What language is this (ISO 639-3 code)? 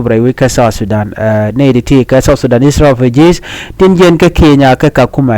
nus